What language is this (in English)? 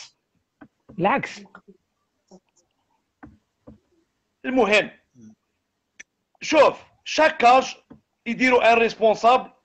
Algerian Arabic